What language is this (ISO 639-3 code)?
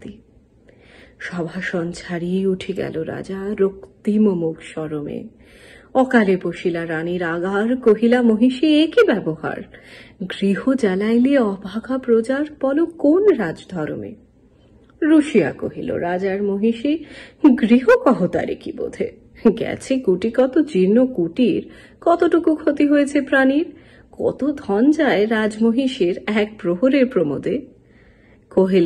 ben